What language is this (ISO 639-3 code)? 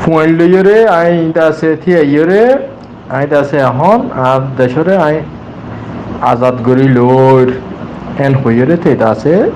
rhg